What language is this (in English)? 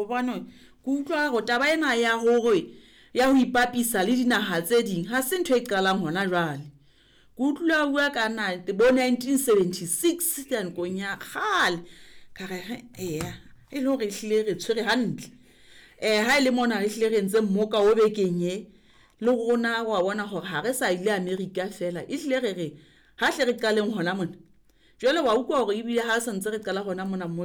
Southern Sotho